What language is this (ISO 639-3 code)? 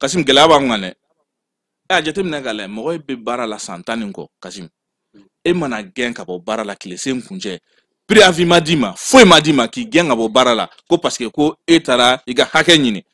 bam